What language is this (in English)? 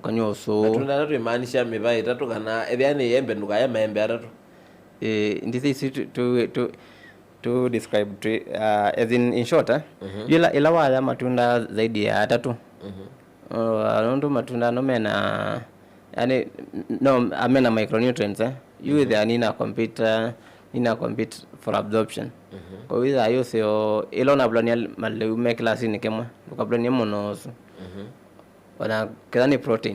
Kamba